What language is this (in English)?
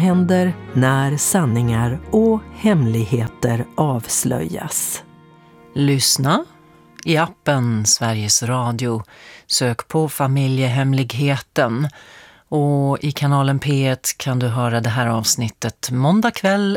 Swedish